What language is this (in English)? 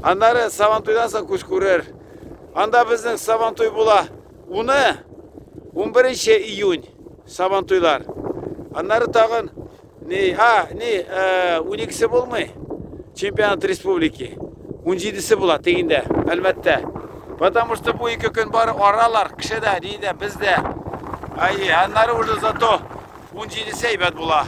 Tatar